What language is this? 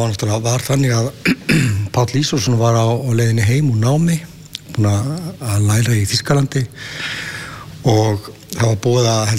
Icelandic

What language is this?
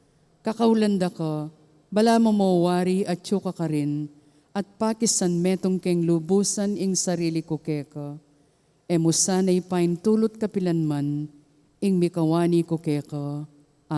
Pampanga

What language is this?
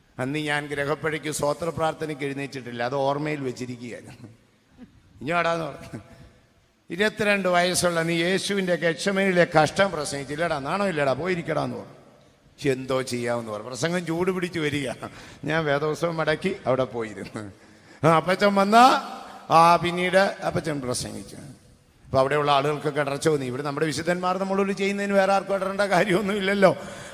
Malayalam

